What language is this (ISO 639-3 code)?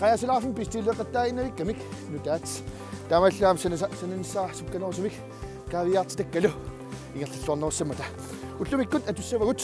kal